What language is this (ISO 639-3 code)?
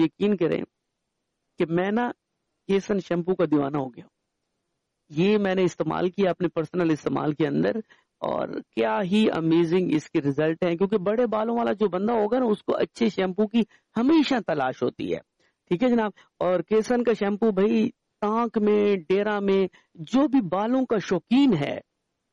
urd